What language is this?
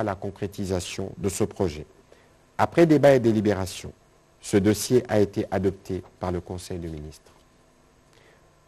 French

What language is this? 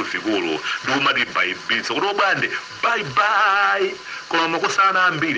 Nyanja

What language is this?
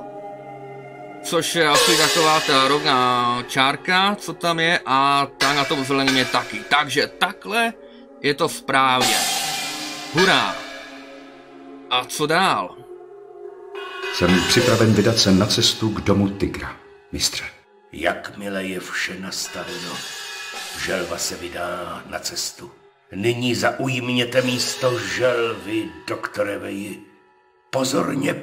Czech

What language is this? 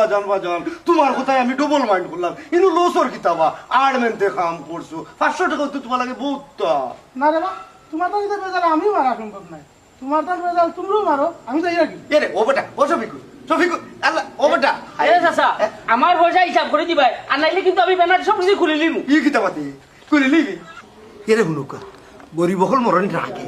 Sylheti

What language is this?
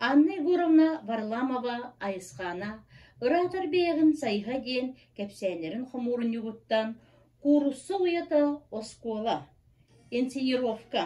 Yakut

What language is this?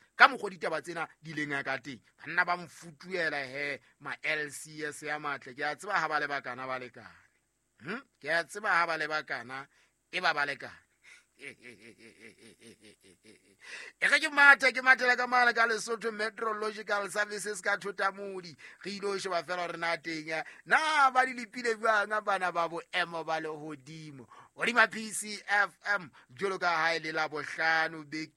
Southern Sotho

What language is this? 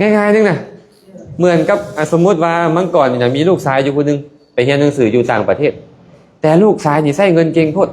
Lao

